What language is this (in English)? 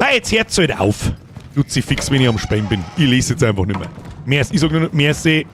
Bavarian